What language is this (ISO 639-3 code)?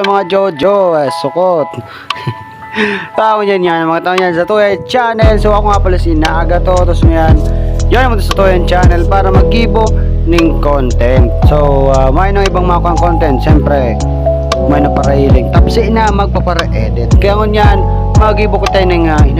bik